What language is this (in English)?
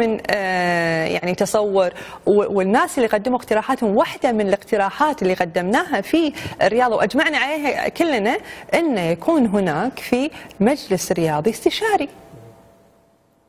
Gulf Arabic